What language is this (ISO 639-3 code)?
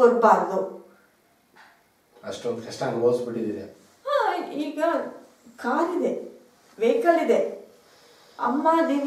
kan